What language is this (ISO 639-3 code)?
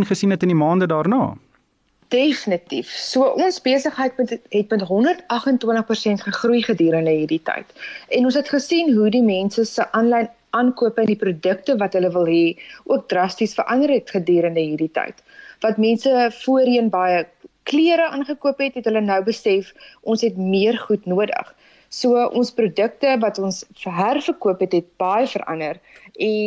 afr